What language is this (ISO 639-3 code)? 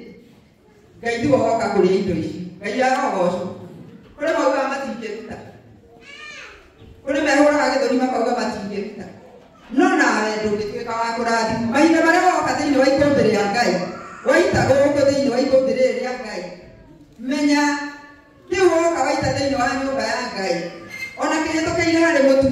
kik